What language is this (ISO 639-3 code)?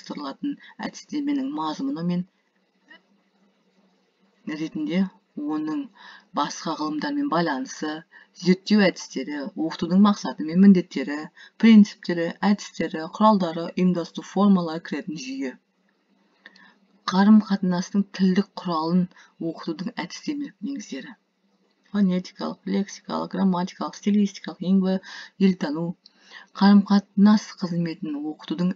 kaz